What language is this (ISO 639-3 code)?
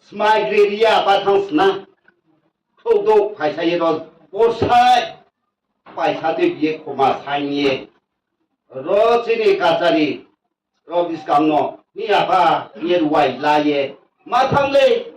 ria